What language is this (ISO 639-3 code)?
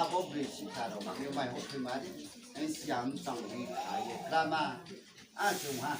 ria